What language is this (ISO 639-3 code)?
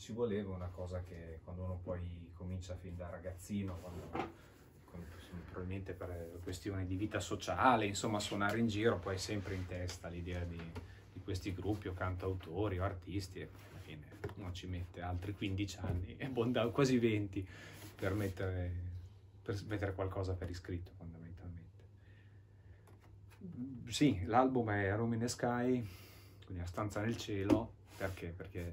ita